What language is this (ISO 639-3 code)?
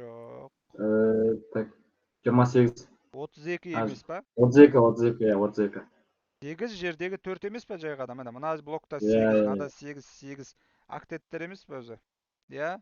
kaz